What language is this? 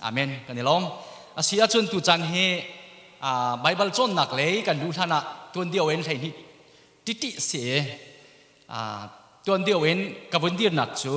Hakha Chin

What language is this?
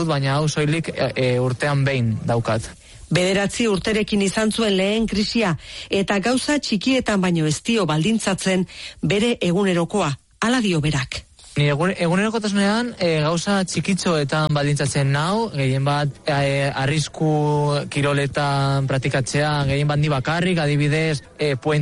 Basque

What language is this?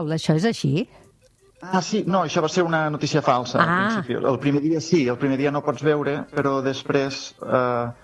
Catalan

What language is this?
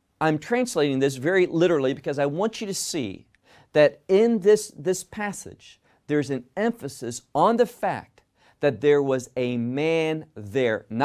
English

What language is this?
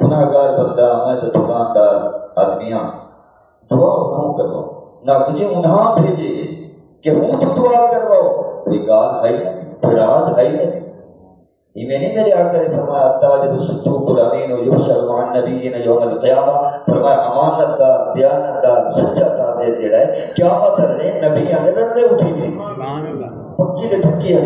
Saraiki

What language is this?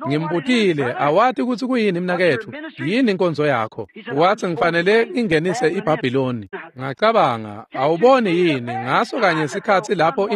Swati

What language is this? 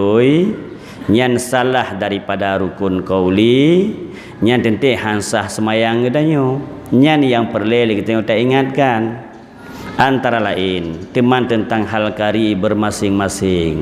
Achinese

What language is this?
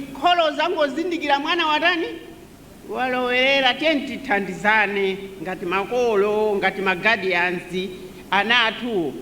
Nyanja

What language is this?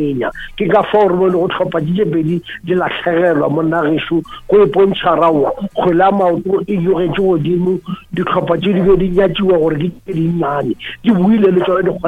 Northern Sotho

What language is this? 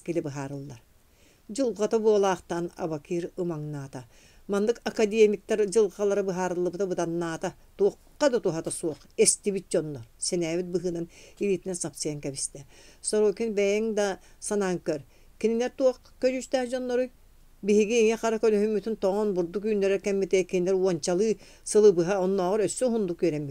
Yakut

